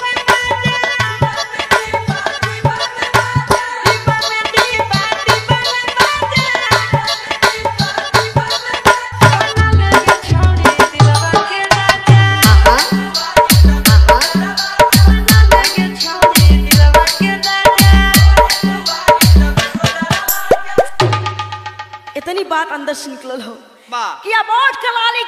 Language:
Bhojpuri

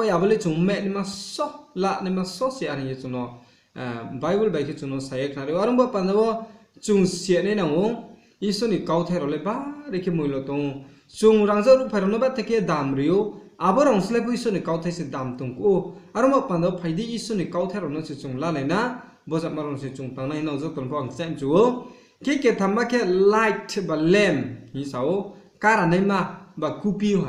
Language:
Riang (India)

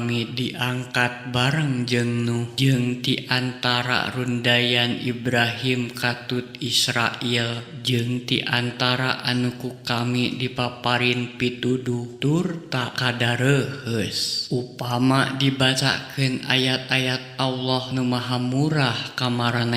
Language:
Sundanese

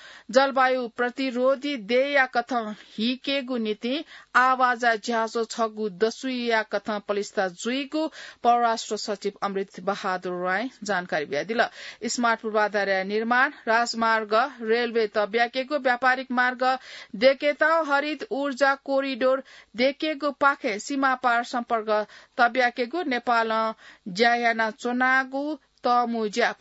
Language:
Newari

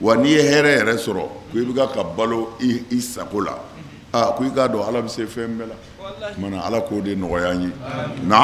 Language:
Bambara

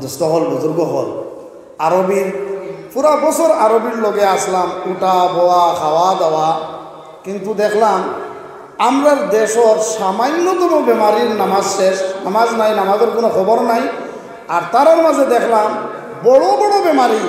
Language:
Sylheti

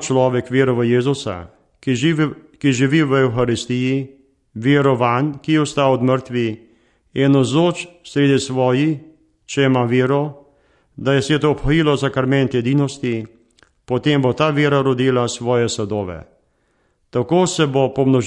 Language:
Slovenian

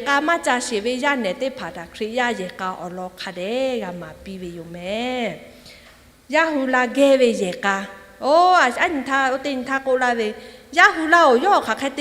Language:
Lahu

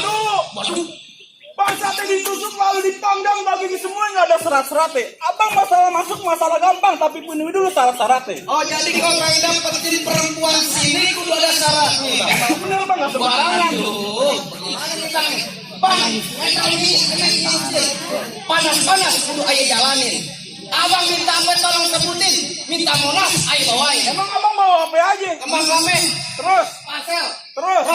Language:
Betawi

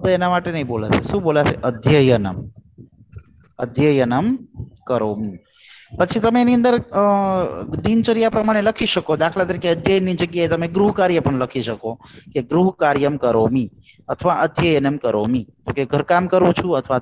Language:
Gujarati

